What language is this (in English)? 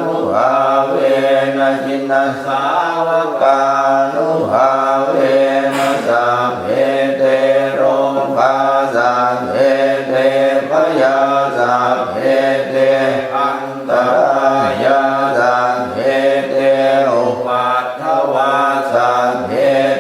Pali